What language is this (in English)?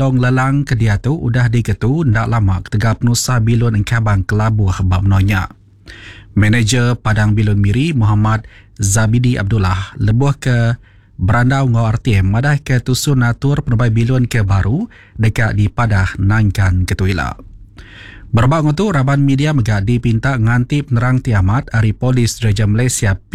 Iban